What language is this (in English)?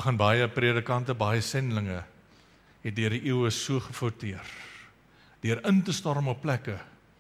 Afrikaans